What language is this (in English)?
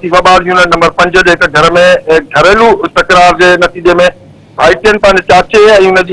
Sindhi